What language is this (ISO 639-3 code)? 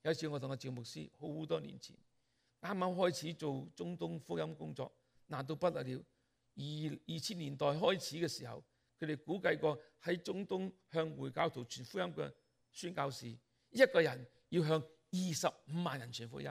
yue